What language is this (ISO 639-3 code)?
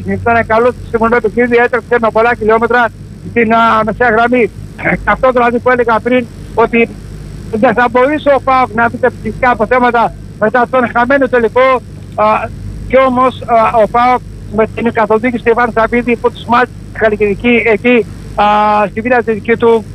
ell